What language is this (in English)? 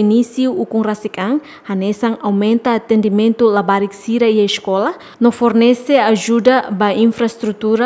Tetum